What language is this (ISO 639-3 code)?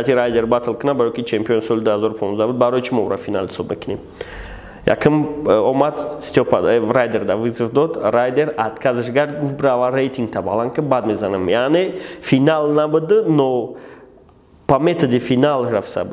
tgk